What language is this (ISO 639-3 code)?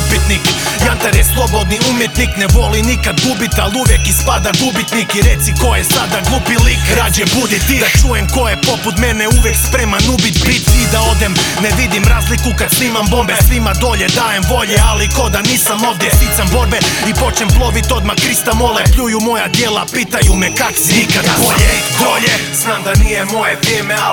hrv